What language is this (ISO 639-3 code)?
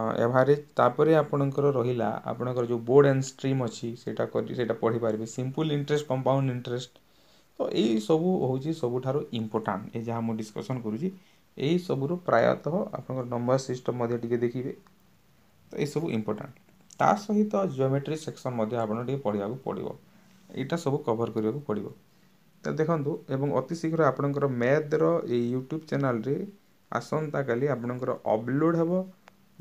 ori